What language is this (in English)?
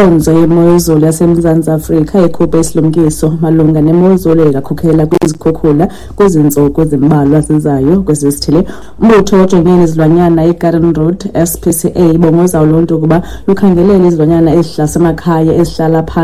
Xhosa